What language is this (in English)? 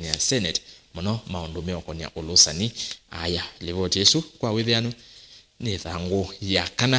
Kamba